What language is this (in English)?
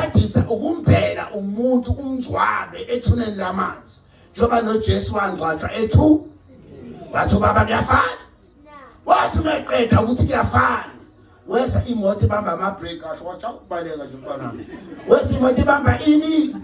Zulu